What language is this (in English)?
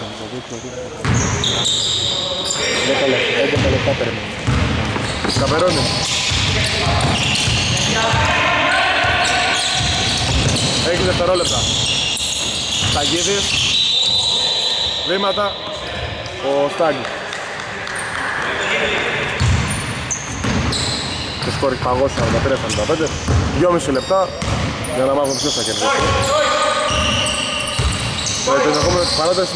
Greek